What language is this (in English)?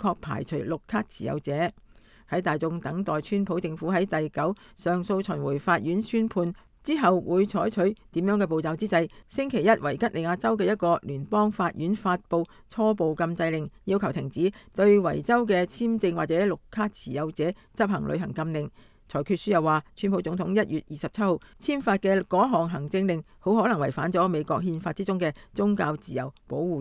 Cantonese